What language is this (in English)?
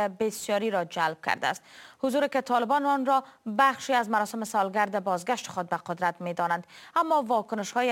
Persian